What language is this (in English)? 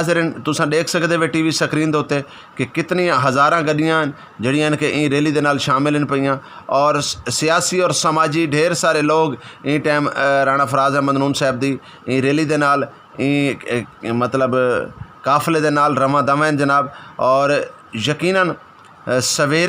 Saraiki